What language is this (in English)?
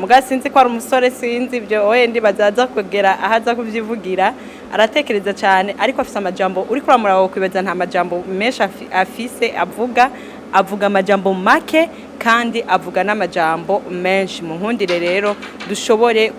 Rundi